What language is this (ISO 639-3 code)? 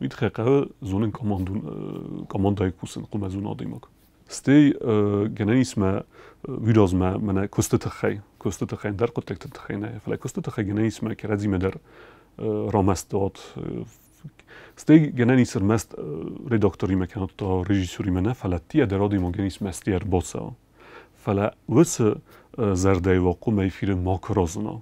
oss